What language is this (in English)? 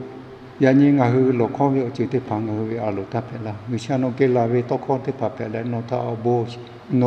Lahu